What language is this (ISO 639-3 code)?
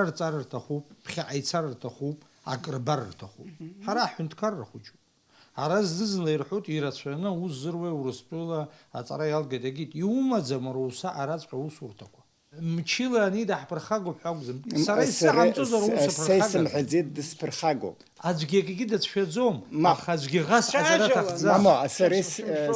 abk